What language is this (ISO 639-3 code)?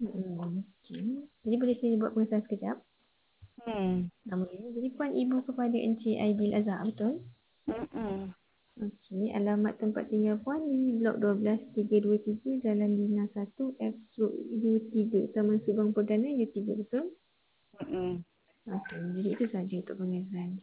msa